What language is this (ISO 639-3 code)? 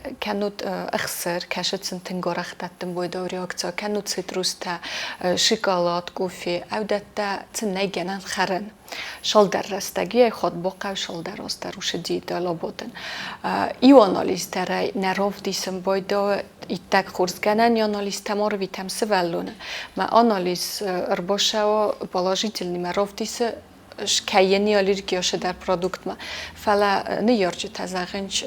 oss